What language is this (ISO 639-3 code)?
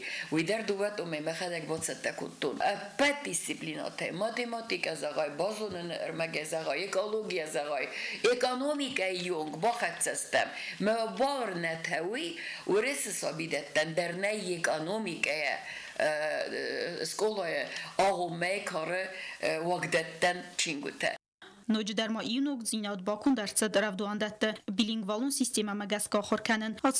oss